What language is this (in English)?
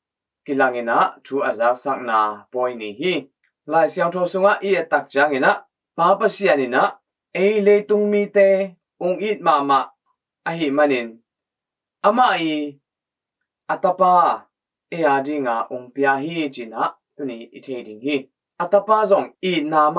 Tedim Chin